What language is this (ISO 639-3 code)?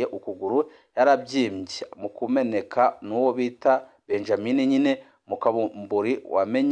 run